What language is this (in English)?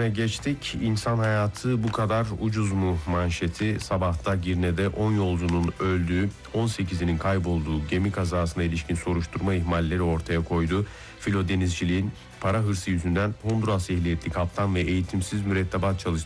Turkish